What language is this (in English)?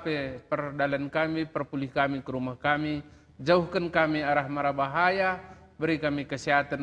Batak Karo